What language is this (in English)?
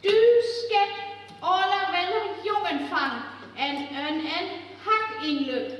Northern Frisian